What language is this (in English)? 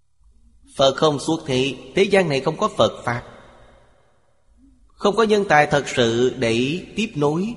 Vietnamese